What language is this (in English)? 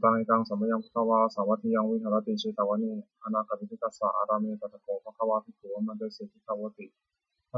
Pali